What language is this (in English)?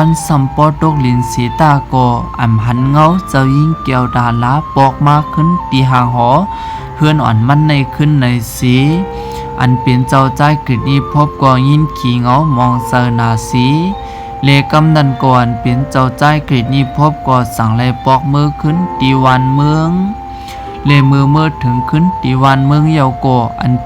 Shan